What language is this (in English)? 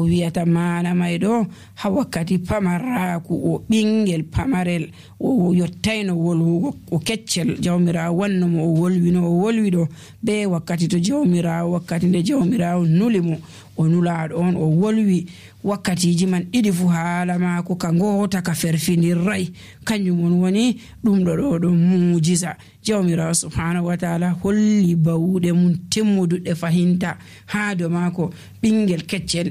Nigerian Fulfulde